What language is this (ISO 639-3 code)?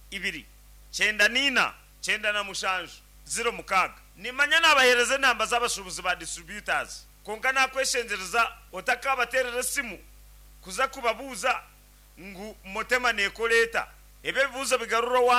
nyn